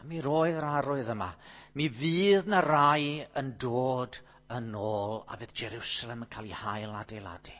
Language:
Welsh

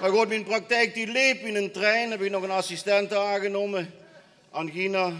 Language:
Limburgish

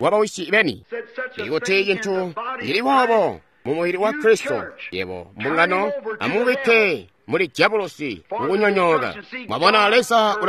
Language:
Tonga (Zambia)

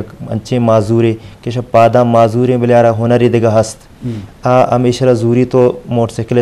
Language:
Eastern Balochi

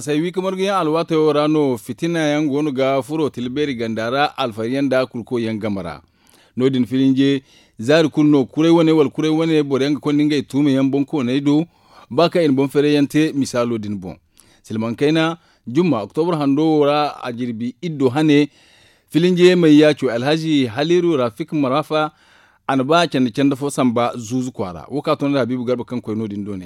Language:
Zarma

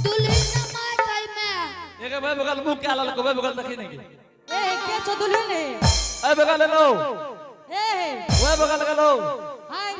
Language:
Angika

